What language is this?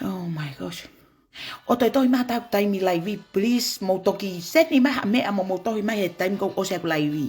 Tongan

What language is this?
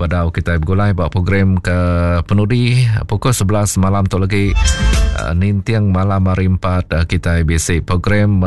Iban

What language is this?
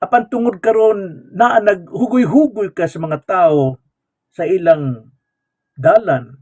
Cebuano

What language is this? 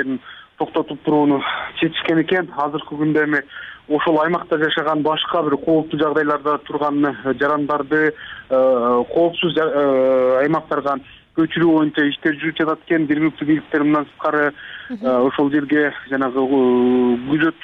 Kyrgyz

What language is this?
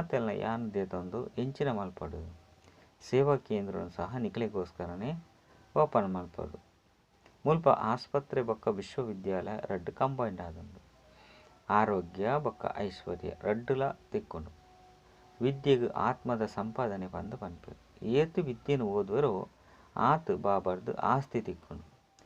Tulu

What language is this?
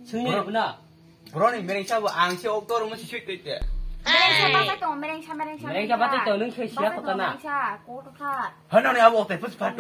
Kok Borok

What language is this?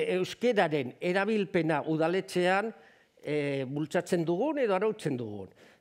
Basque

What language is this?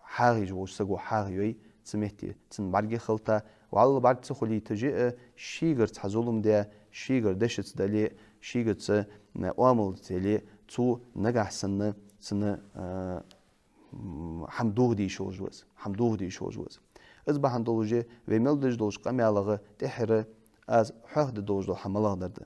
Ingush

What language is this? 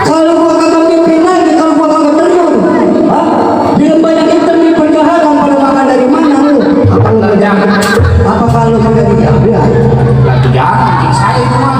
Betawi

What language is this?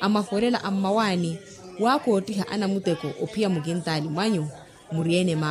Makhuwa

